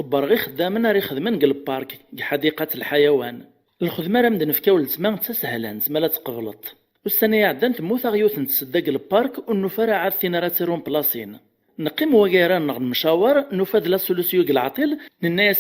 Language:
Kabyle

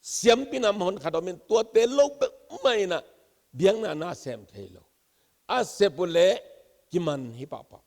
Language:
Tedim Chin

